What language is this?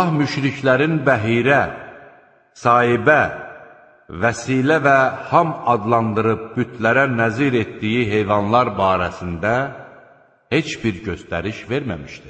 Azerbaijani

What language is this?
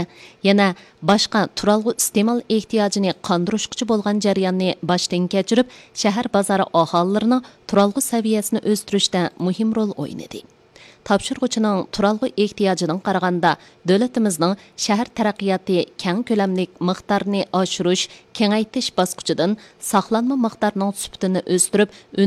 Uyghur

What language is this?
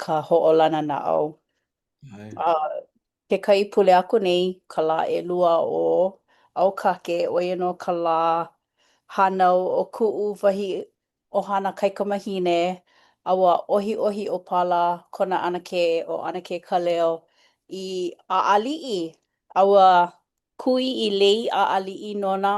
Hawaiian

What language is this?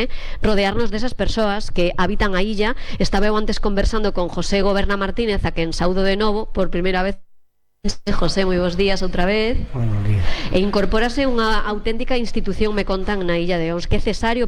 Galician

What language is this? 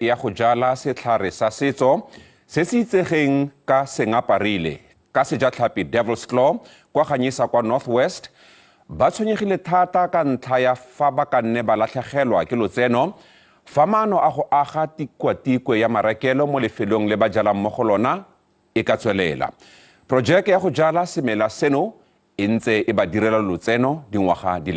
Tswana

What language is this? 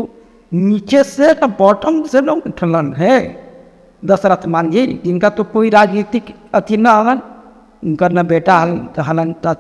Magahi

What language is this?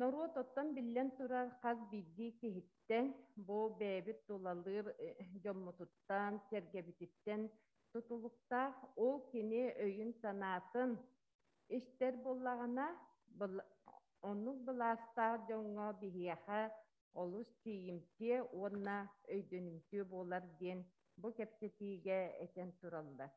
Yakut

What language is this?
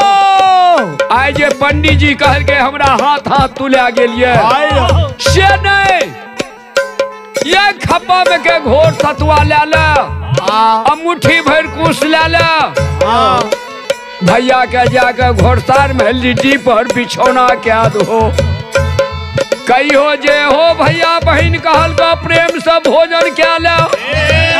Maithili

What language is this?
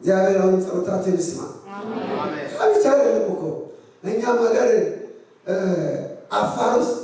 Amharic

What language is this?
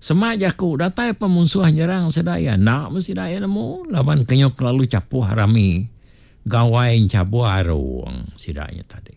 Iban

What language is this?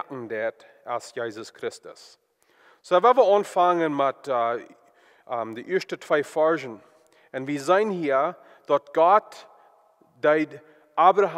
Plautdietsch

